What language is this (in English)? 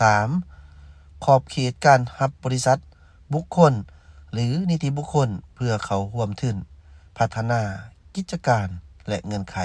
Lao